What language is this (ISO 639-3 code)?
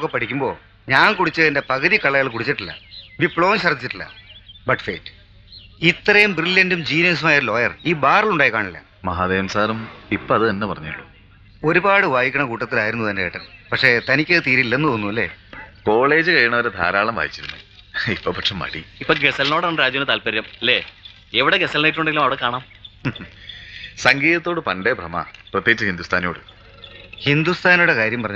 mal